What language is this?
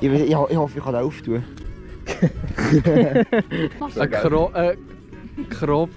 Swiss German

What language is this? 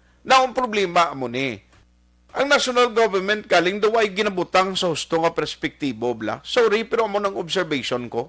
Hiligaynon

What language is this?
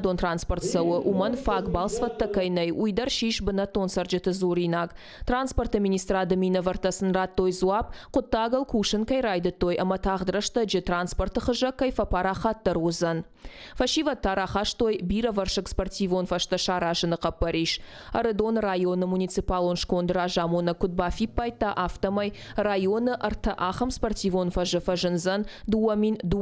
Ossetic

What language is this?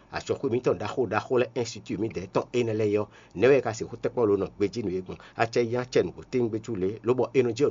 Fon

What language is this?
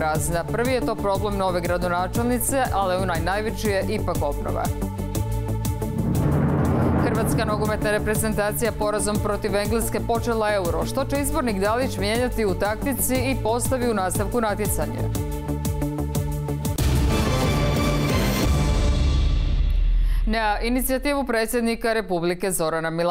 Croatian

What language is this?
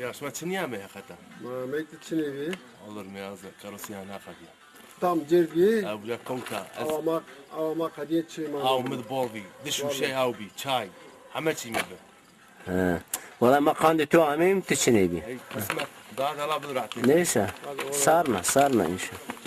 Zaza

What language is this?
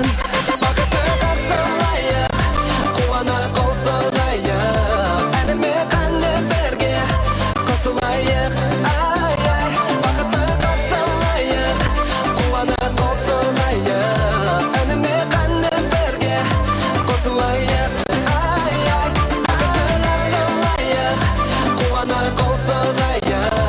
Kazakh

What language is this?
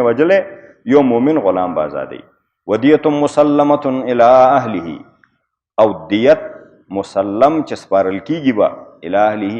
Pashto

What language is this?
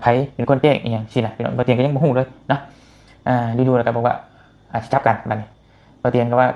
Northeastern Thai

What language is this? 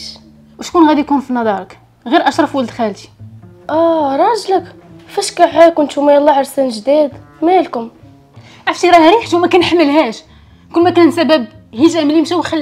Moroccan Arabic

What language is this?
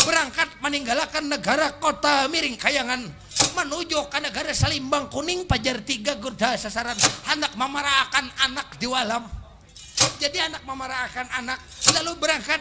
Banjar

